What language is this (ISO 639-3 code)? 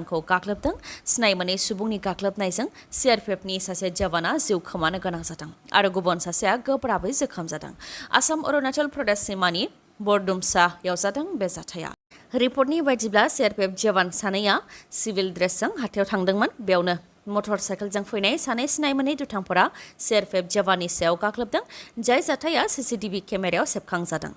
brx